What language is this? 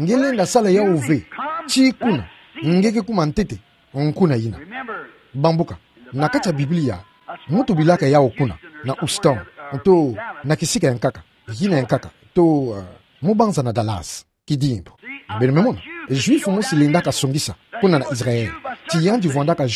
Kituba (Democratic Republic of Congo)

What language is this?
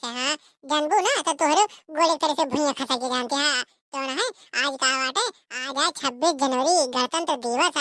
Awadhi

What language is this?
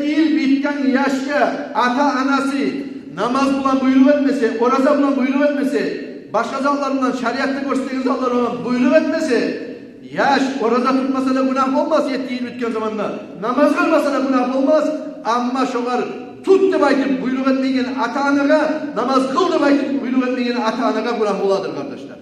Kumyk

